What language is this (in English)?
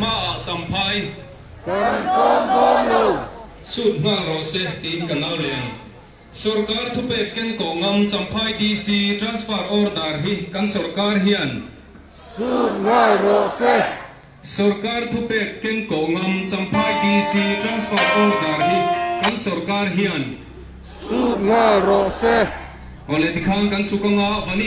Mizo